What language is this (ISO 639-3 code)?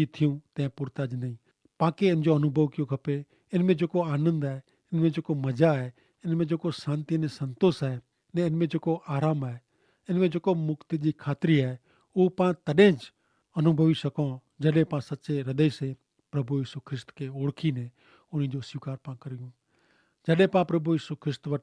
kfr